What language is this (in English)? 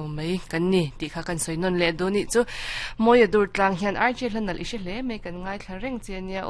Mizo